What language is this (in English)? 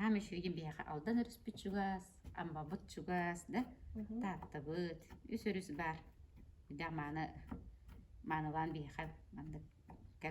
Yakut